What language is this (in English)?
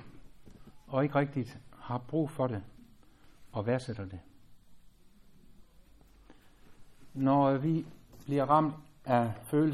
Danish